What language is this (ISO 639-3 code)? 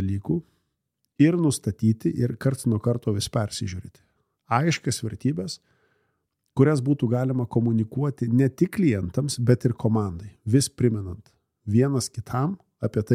lit